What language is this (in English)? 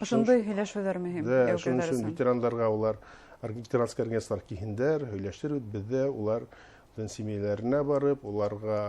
Bashkir